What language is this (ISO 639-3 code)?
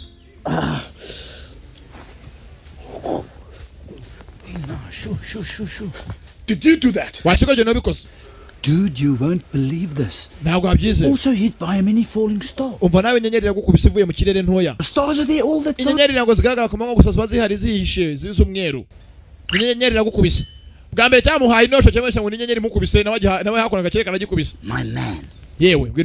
kin